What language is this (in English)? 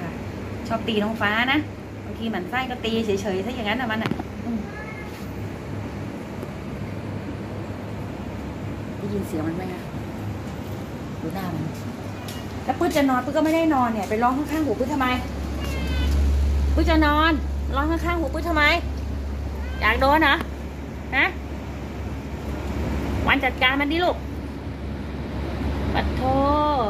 Thai